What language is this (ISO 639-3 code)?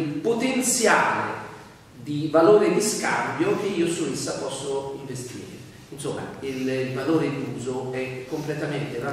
ita